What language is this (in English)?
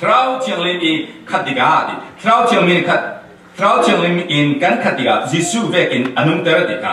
Falam Chin